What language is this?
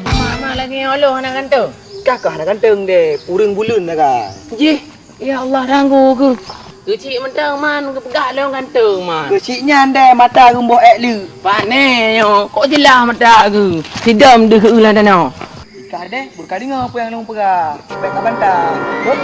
Achinese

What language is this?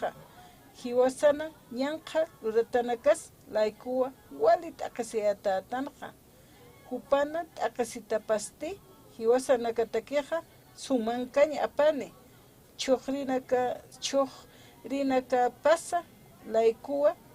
Aymara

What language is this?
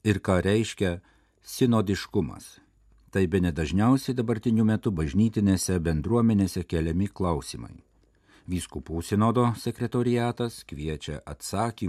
Lithuanian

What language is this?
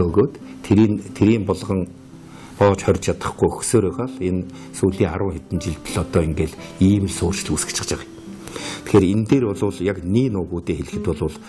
Mongolian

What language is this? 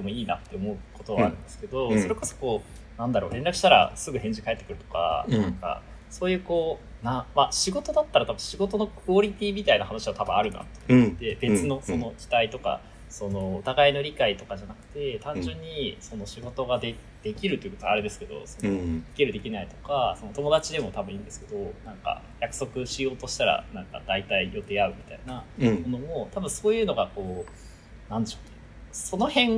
Japanese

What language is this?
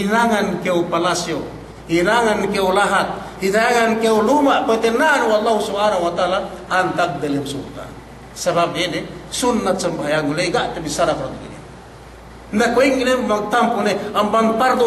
Yakan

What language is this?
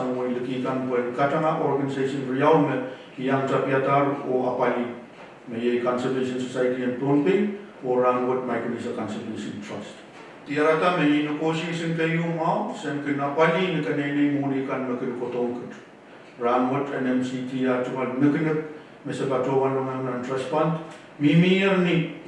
Pohnpeian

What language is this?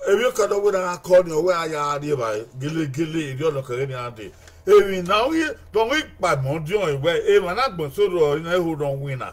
Bini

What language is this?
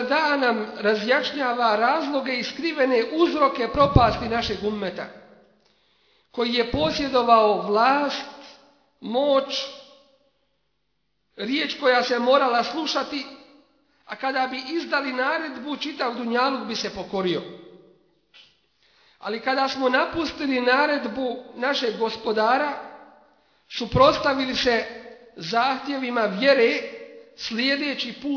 Bosnian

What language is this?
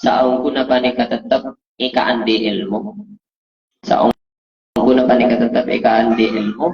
Madurese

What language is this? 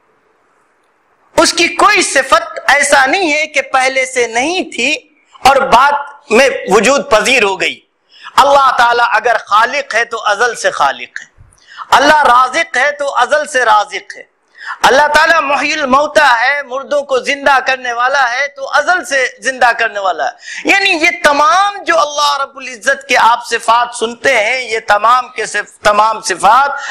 Urdu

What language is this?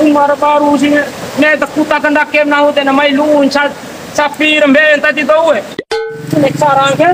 Bima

